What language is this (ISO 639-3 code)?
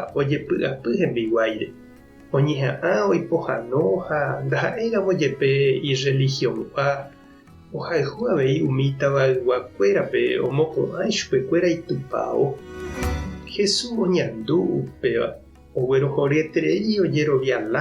grn